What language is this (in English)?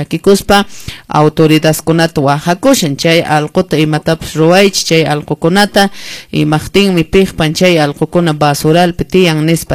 Quechua